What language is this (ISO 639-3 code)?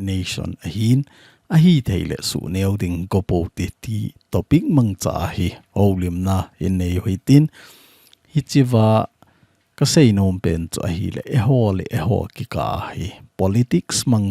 tcz